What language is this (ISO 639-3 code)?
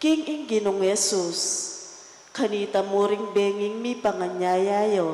pam